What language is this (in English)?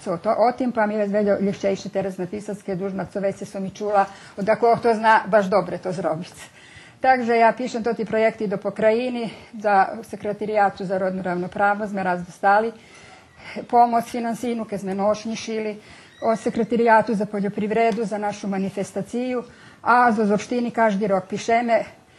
Rusyn